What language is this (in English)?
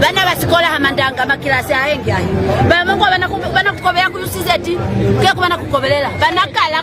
Lozi